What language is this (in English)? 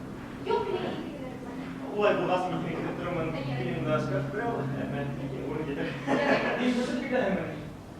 Bashkir